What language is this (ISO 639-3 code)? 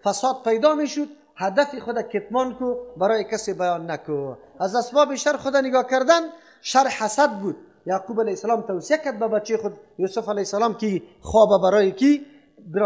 fas